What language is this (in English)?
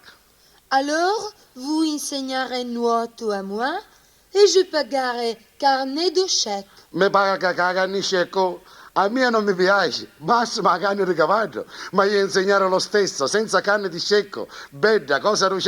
Sicilian